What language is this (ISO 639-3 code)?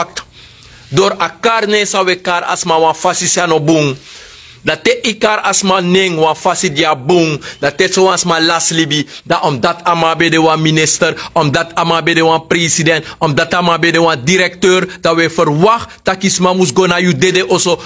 srn